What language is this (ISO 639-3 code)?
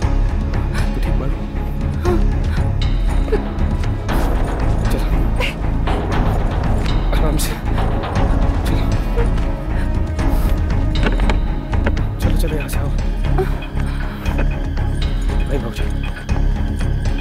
bho